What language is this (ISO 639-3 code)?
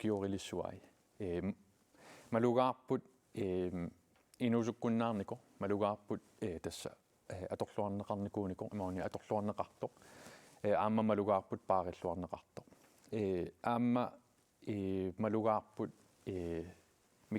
kal